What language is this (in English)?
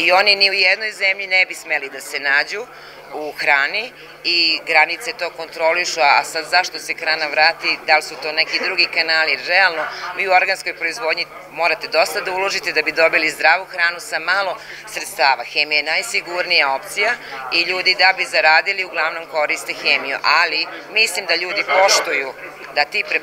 Serbian